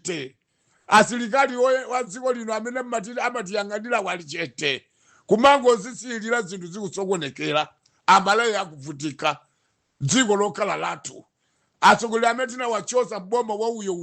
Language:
Nyanja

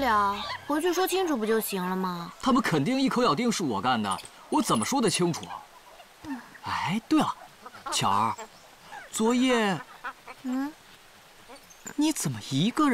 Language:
Chinese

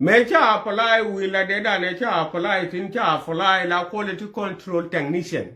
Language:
Nuer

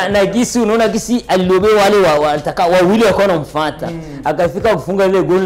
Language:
Swahili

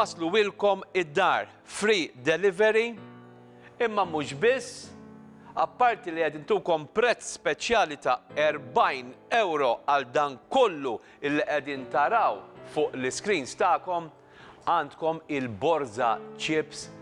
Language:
Maltese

